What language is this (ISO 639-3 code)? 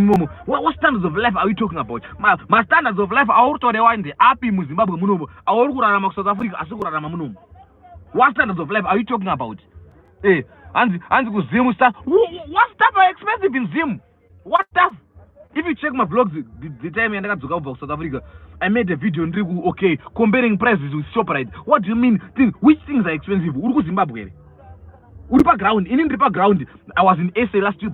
sna